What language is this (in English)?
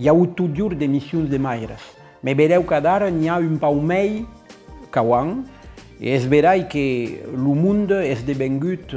Occitan